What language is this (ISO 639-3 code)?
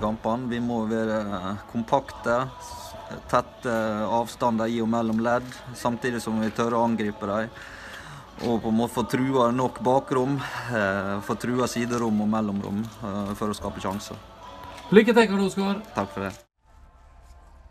nor